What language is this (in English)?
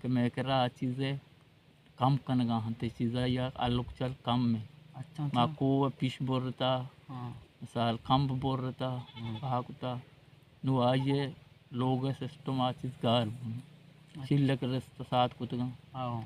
Baluchi